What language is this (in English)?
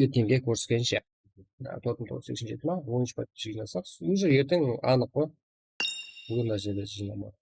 Kara-Kalpak